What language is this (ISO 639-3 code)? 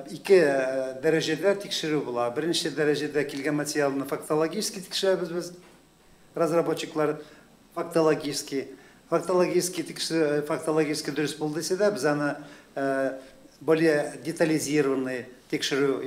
tat